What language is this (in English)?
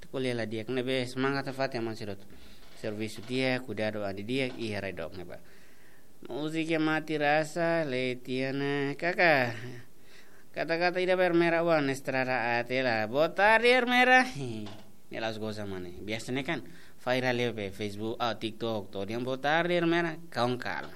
Tetum